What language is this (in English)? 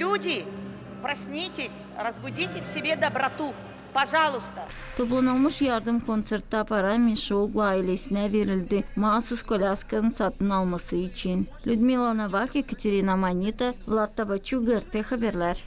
Gagauz